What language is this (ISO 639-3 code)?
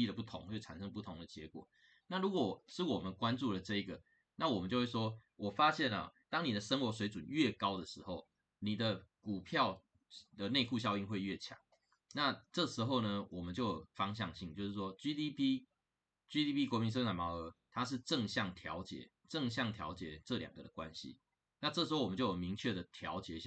zho